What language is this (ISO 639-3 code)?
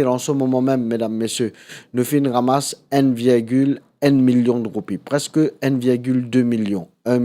mfe